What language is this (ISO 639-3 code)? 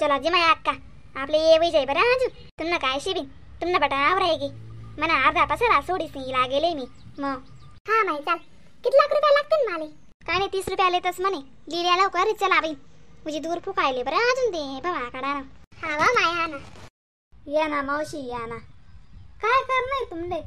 khn